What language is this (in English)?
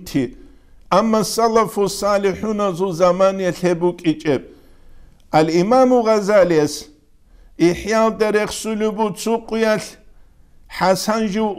Avaric